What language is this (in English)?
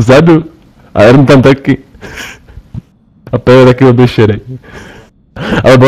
Czech